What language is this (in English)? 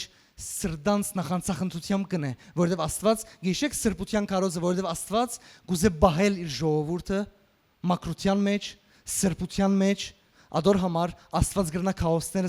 Western Armenian